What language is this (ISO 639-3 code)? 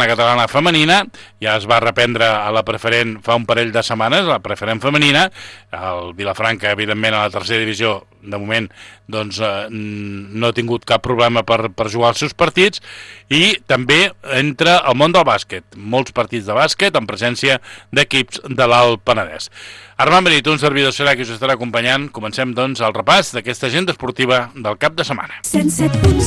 cat